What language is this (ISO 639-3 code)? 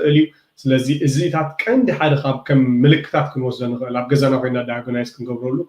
tir